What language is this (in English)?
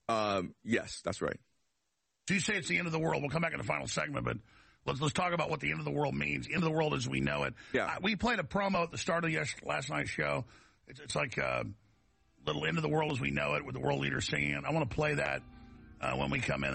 English